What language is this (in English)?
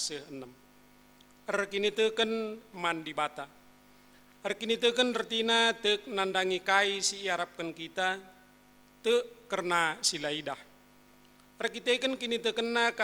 Batak Karo